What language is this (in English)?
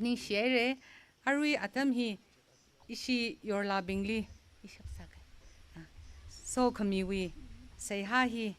Tangkhul Naga (India)